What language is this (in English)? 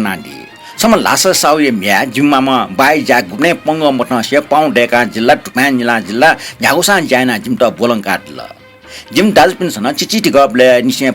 Newari